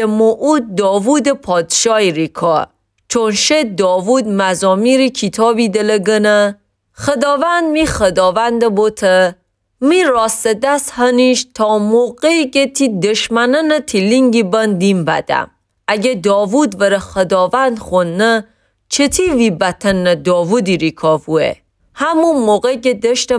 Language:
Gilaki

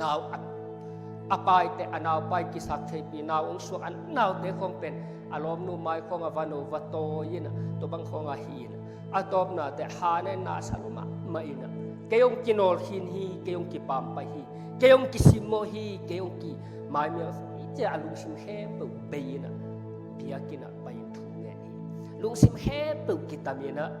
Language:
Tedim Chin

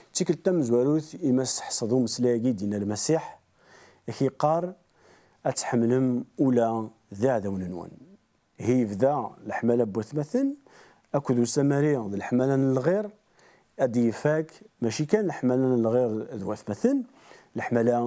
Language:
Kabyle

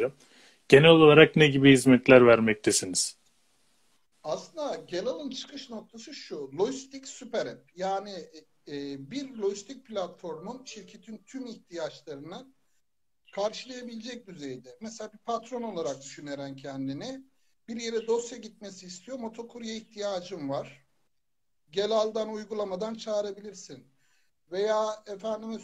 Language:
Turkish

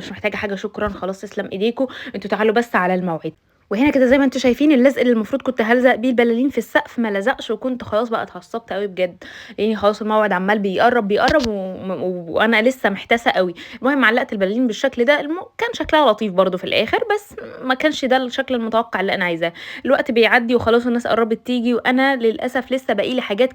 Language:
Egyptian Arabic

